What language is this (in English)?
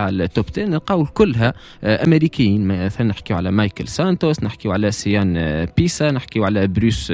Tunisian Arabic